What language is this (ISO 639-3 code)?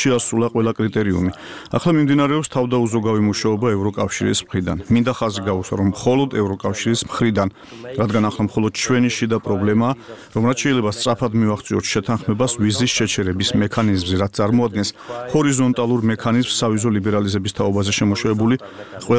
kat